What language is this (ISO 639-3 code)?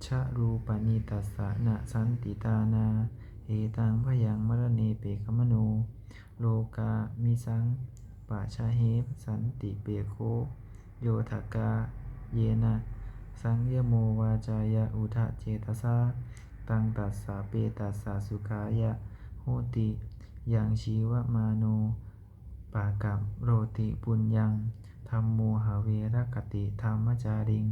pli